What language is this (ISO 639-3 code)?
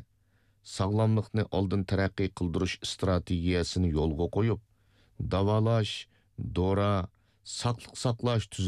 uig